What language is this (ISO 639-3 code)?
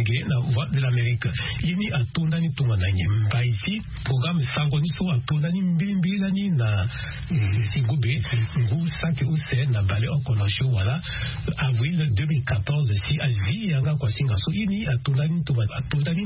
sag